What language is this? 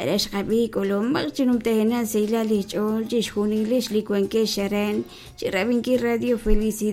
Kekchí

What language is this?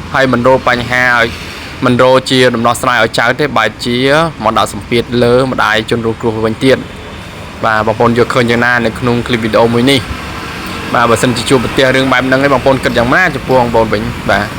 Khmer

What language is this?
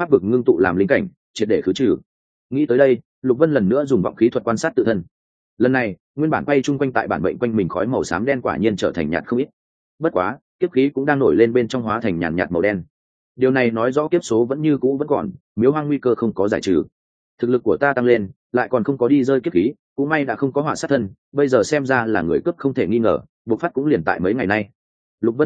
Vietnamese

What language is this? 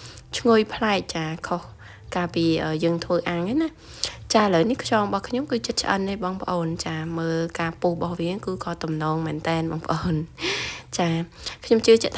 Khmer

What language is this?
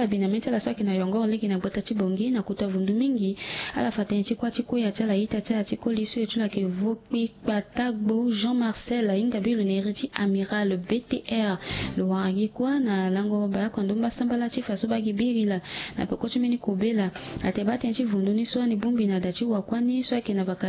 Sango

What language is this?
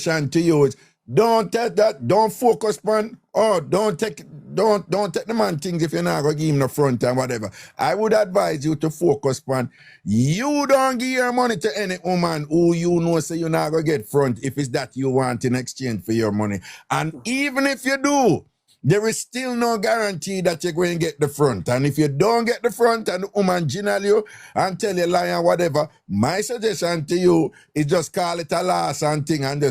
Jamaican Creole English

